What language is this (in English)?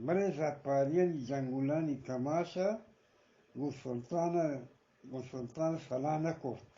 Eastern Balochi